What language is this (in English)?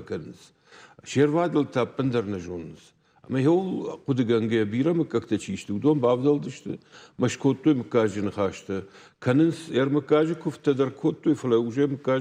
Ossetic